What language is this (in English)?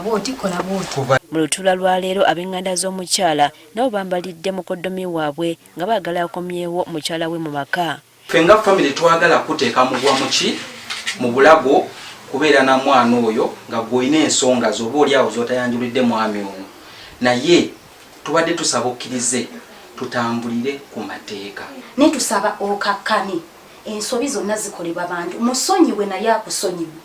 Ganda